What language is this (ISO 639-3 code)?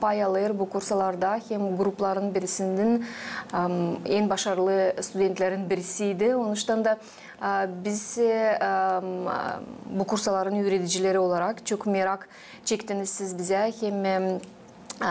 gag